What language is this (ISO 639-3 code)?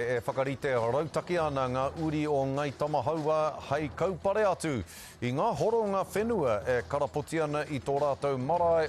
mri